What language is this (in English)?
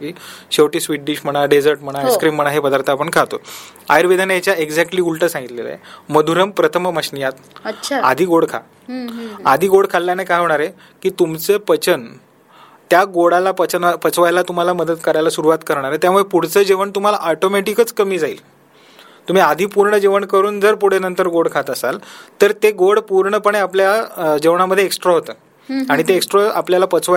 Marathi